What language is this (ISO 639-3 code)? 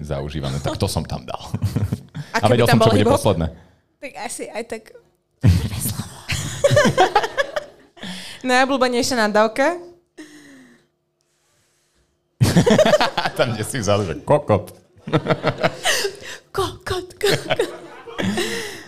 slk